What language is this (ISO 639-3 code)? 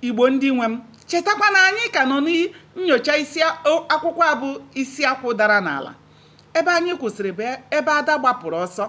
ibo